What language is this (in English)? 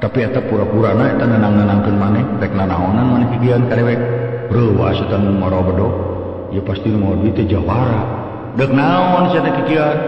Sundanese